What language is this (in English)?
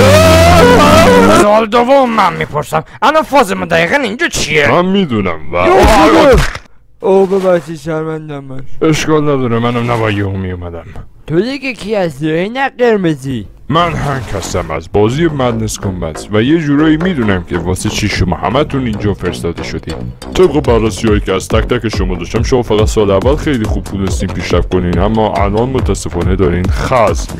Persian